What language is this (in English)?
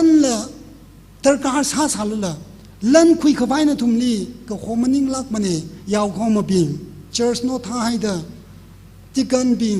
Tangkhul Naga (India)